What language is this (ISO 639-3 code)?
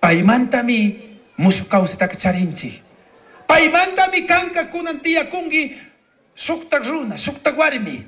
qug